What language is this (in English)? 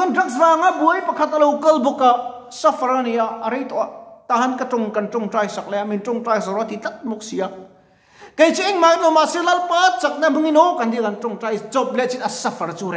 Mizo